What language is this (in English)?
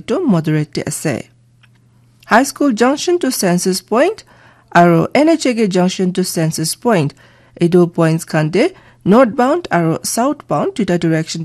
Naga Pidgin